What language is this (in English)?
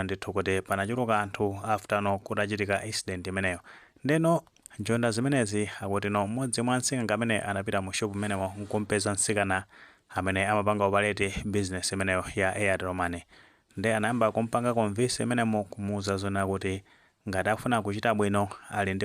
Nyanja